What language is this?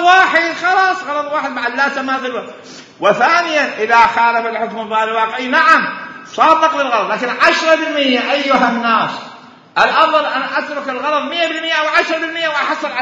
Mesopotamian Arabic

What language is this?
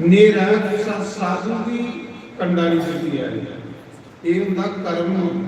Dogri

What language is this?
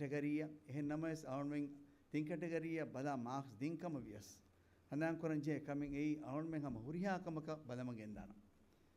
Divehi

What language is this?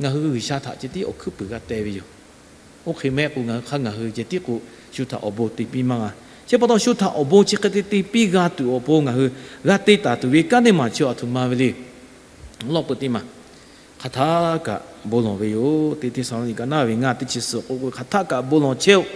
Lahu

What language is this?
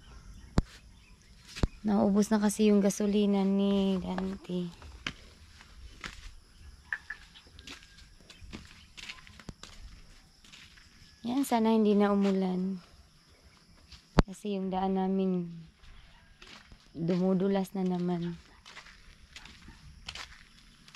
Filipino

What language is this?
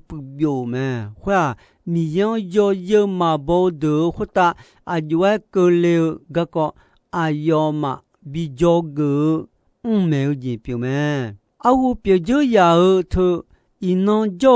Akha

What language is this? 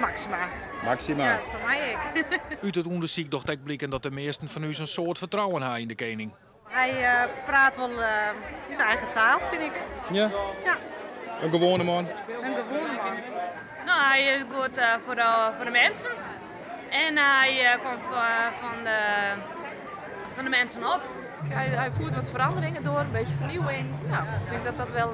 Western Frisian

